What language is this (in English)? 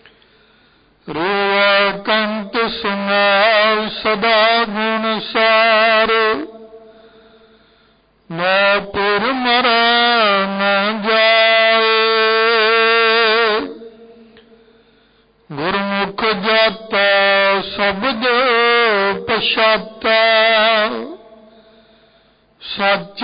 Punjabi